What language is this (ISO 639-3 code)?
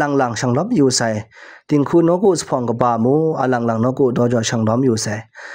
kac